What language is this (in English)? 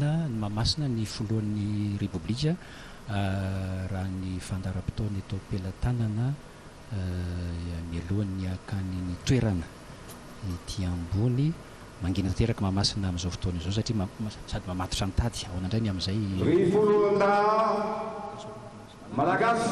Malagasy